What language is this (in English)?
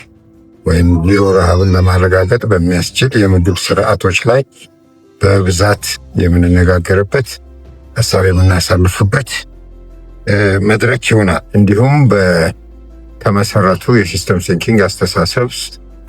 Amharic